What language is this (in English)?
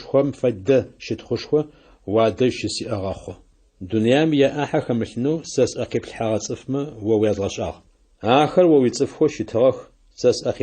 Adyghe